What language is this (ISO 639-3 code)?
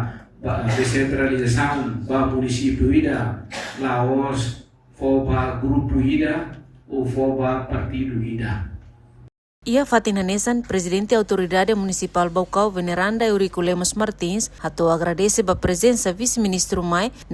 tet